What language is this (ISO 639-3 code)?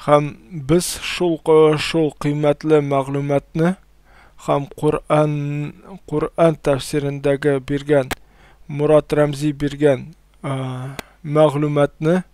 tat